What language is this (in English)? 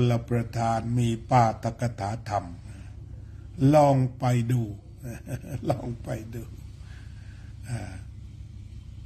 Thai